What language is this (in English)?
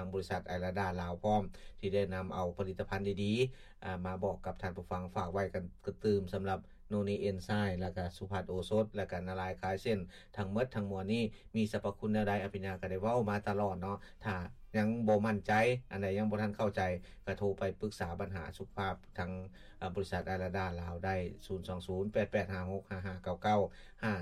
Lao